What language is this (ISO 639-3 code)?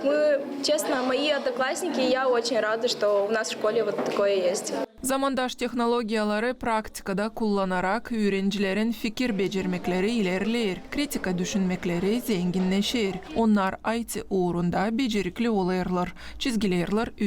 gag